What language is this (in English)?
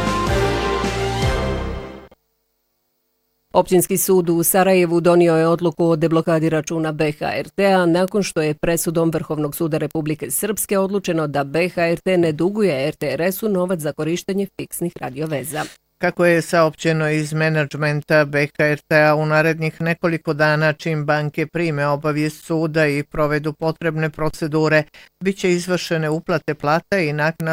Bosnian